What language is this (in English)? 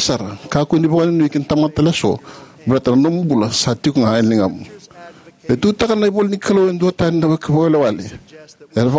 Fijian